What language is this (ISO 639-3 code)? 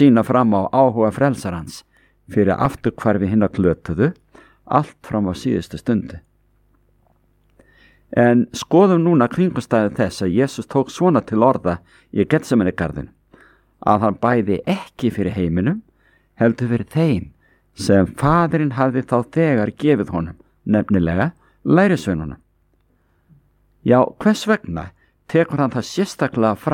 isl